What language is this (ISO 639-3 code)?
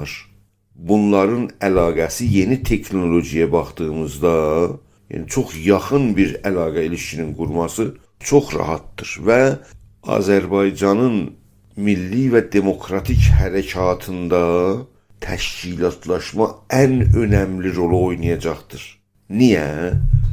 azb